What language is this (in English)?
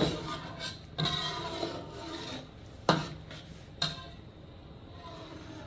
Malay